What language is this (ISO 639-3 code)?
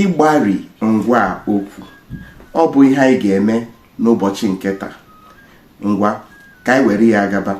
ibo